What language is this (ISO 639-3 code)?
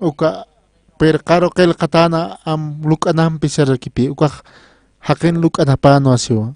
aym